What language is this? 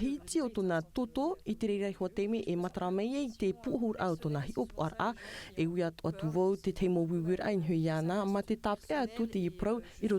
Tahitian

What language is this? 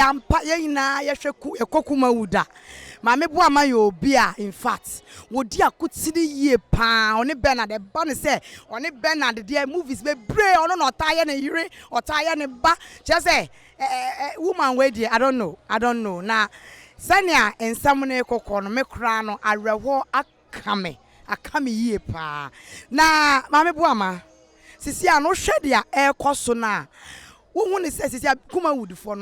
Akan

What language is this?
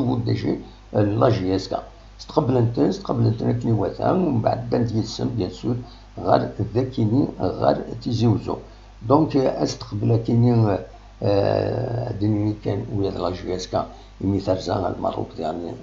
Kabyle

